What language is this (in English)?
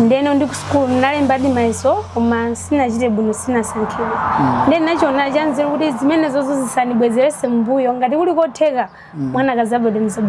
Nyanja